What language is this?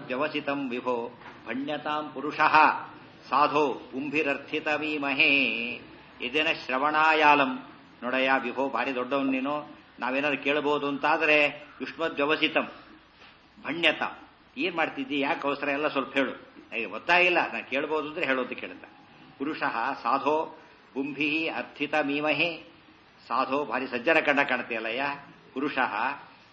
Kannada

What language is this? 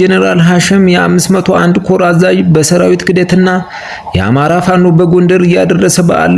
Amharic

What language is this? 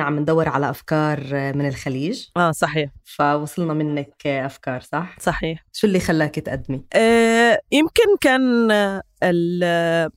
North Levantine Arabic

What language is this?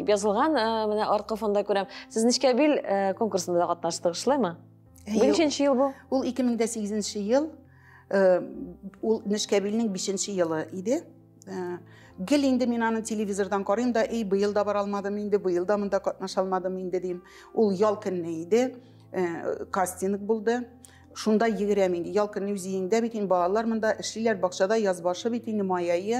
Tatar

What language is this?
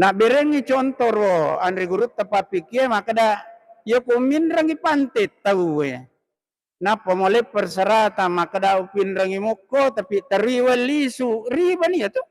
Buginese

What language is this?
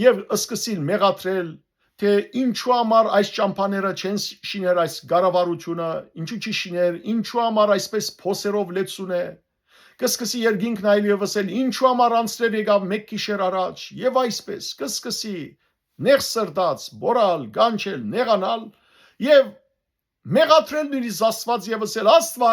Western Armenian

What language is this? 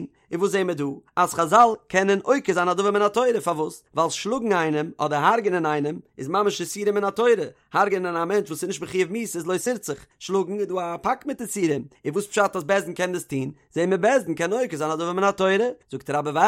Yiddish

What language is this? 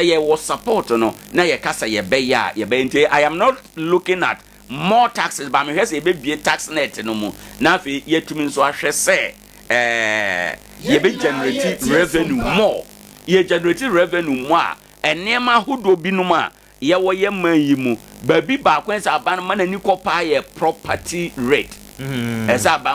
Akan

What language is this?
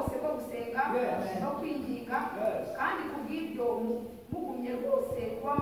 Kinyarwanda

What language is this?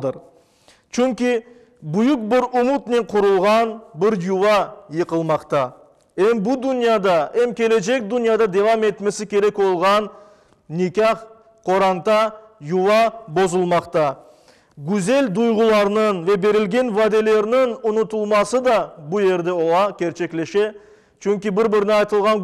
Crimean Tatar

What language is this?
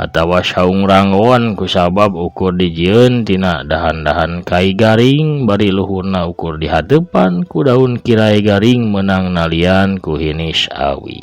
Sundanese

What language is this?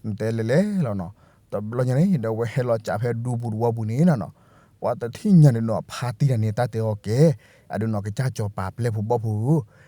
S'gaw Karen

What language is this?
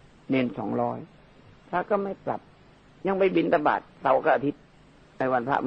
Thai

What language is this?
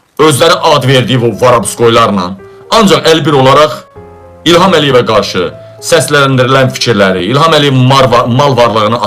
Azerbaijani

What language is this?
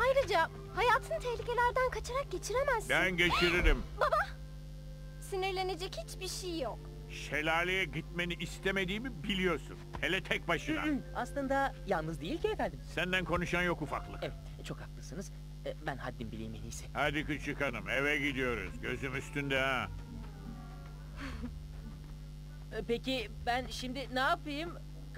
Turkish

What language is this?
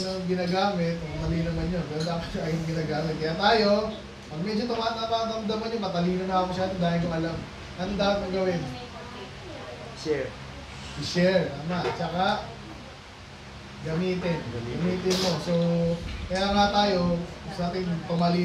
Filipino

